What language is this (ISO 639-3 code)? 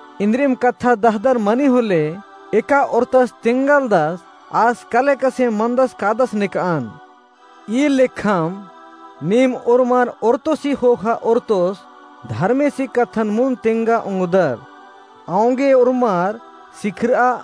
kru